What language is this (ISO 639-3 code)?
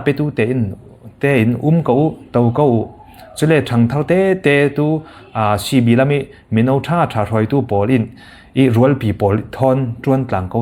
cfm